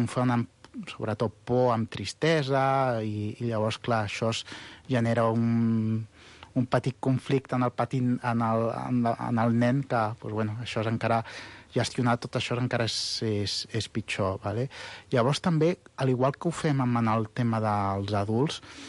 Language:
Catalan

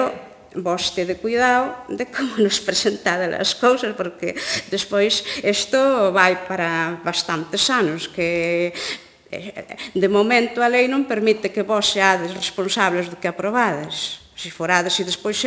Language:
Galician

